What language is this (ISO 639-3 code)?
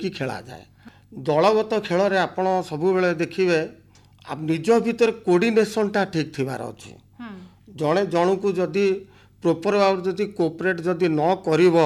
ori